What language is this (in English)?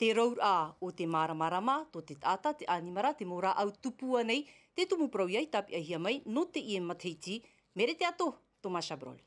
Tahitian